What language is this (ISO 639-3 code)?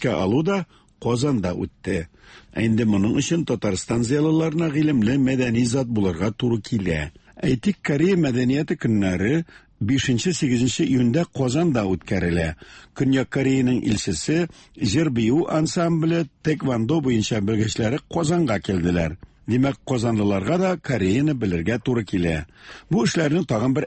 tat